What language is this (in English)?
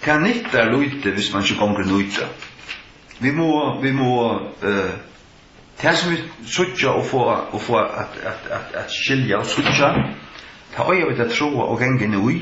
Faroese